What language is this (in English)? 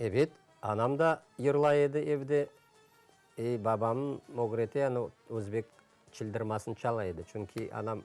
Crimean Tatar